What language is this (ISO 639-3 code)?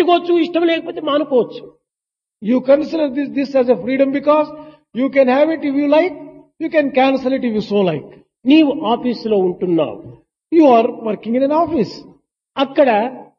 tel